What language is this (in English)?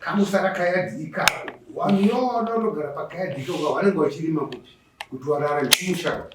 Shona